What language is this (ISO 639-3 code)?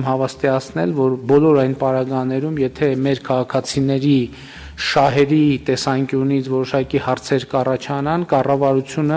hye